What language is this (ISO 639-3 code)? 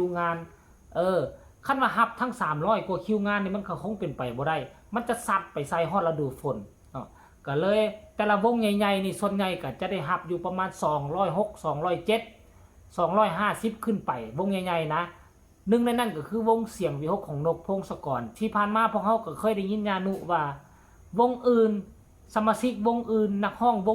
tts